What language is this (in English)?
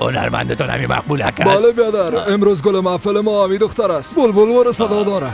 Persian